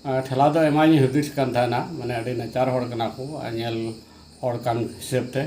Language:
Santali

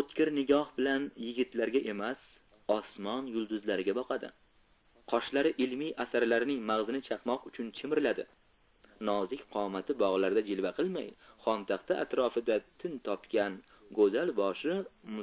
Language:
Uzbek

